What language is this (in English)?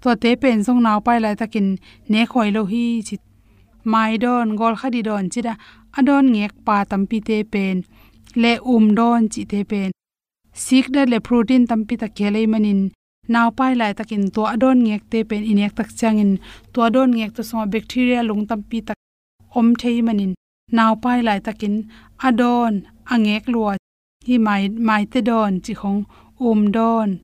Tedim Chin